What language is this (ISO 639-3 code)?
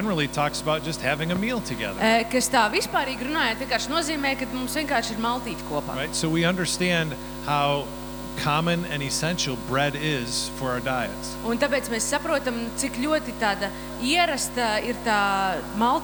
lav